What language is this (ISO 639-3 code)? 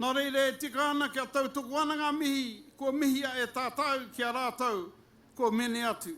mri